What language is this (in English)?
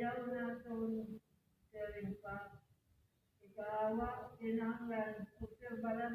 Waray